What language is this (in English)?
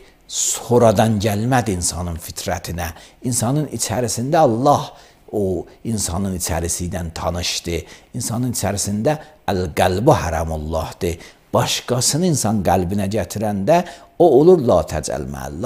Azerbaijani